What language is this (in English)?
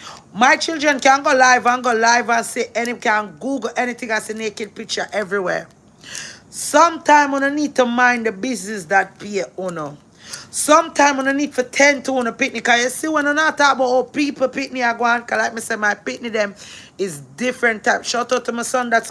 Jamaican Creole English